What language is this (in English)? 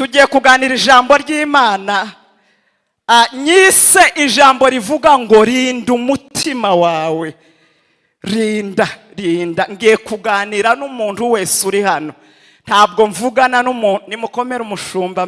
Kinyarwanda